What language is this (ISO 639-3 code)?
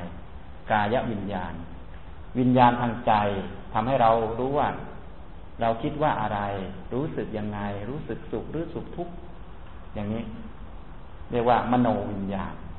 tha